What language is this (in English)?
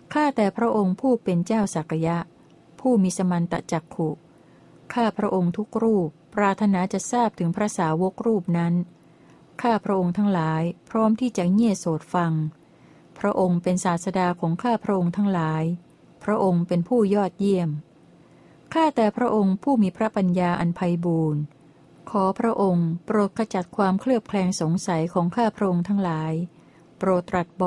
Thai